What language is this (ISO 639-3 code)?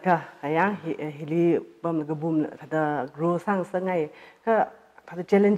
nmf